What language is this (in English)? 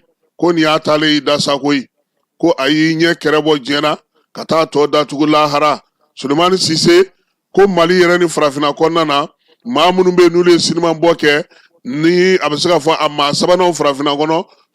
Bambara